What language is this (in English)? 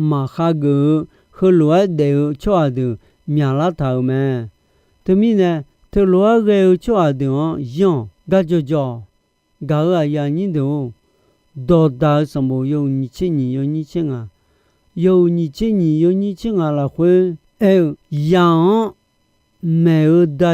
Akha